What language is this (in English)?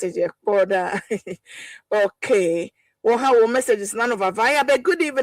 Ewe